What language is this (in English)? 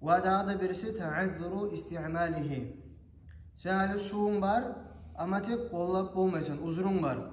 Kumyk